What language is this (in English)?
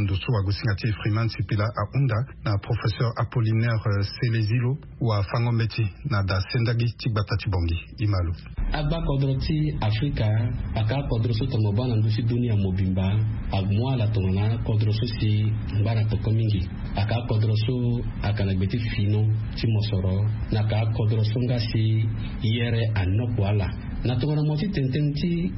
Sango